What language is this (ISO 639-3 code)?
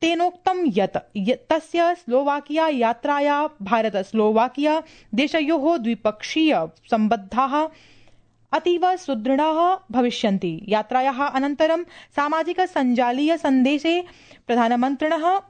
san